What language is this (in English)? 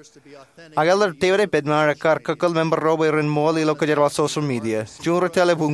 Marshallese